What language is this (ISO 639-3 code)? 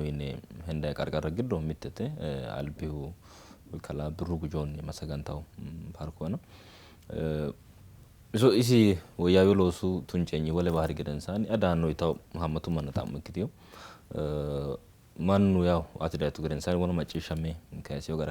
sid